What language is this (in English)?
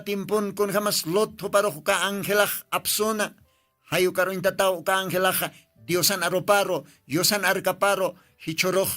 Aymara